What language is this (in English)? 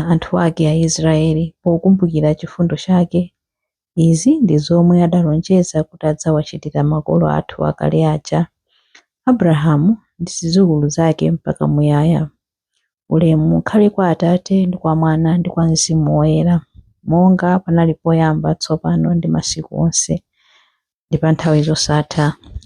Nyanja